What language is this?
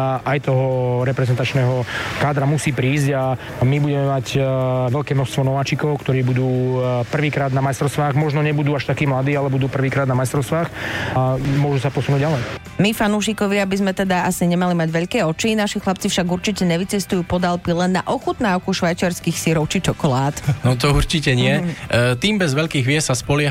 Slovak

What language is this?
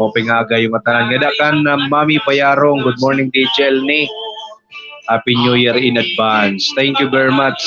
Waray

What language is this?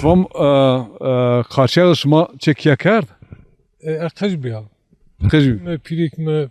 Zaza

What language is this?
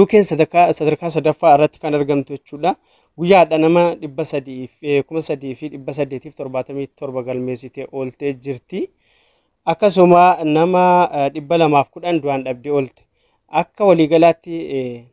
Oromo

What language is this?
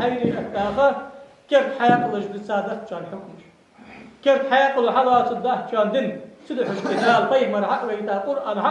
Ingush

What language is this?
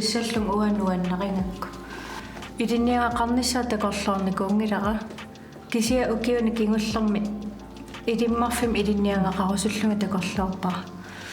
Kalaallisut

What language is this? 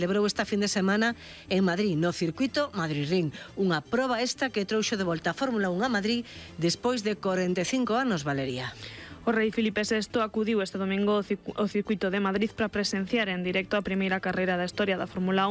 Galician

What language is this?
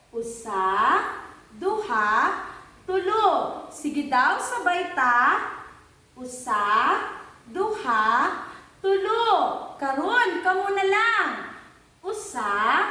Cebuano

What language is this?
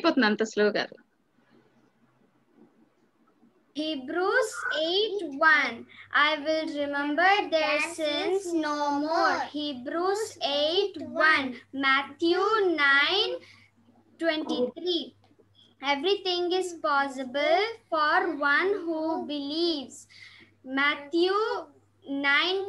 Telugu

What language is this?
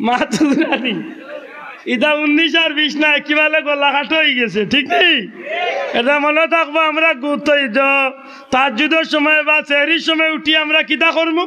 Sylheti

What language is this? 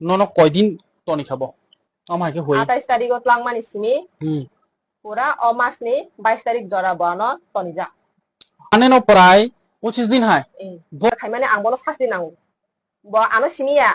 Kok Borok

